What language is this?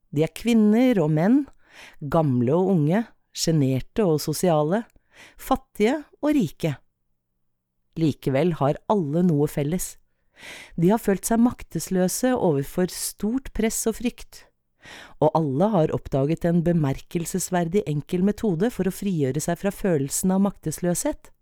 Norwegian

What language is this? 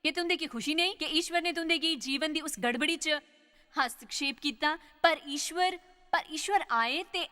Dogri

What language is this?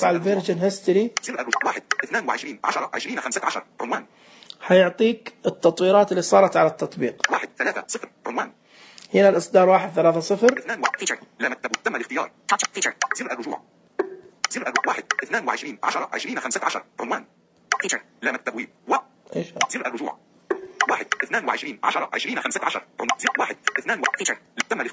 Najdi Arabic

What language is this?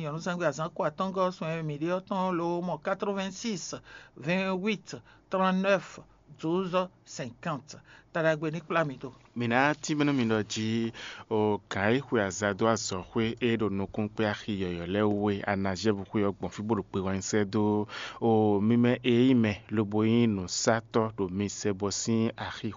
Fon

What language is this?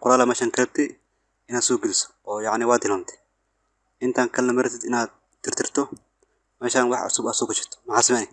Somali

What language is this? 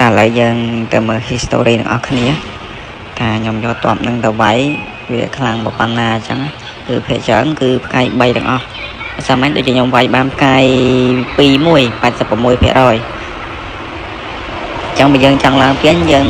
Khmer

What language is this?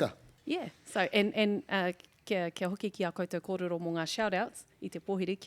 Māori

